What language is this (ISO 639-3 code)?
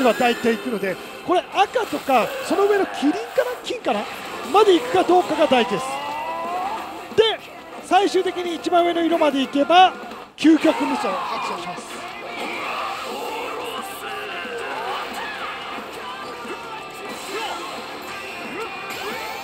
jpn